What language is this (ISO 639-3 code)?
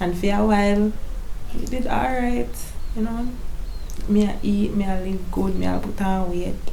jam